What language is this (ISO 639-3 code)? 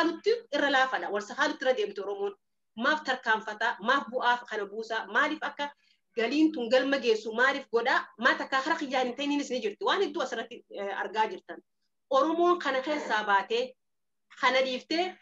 orm